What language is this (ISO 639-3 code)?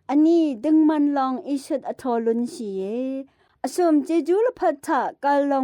raw